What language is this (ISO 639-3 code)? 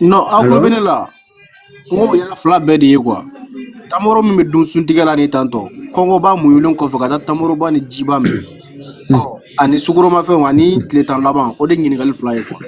bam